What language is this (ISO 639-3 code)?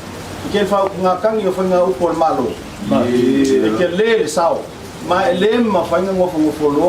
smo